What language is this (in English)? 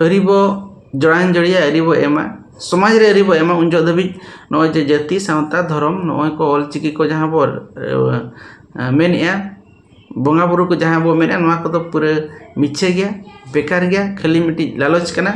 Santali